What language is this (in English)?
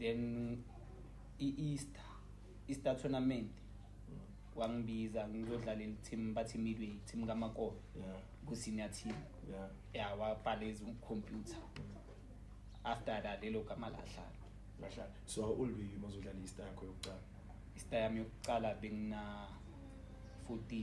Zulu